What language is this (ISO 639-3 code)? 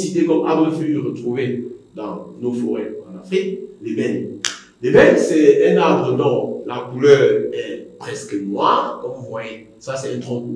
fra